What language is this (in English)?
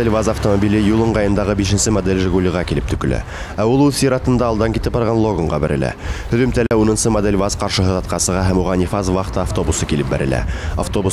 Bashkir